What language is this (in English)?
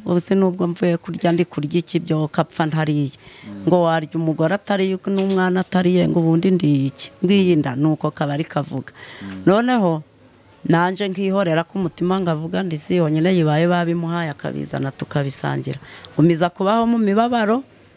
Kinyarwanda